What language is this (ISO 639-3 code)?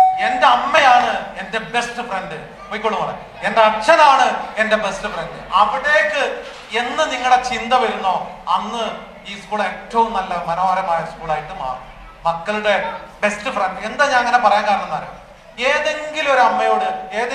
mal